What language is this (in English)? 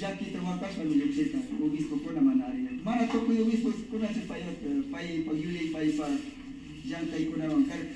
Imbabura Highland Quichua